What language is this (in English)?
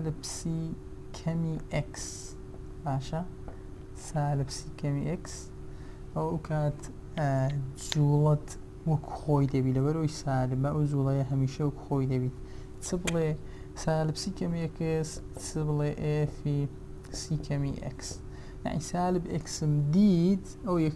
Central Kurdish